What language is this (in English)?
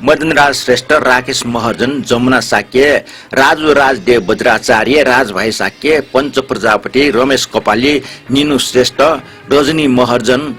Newari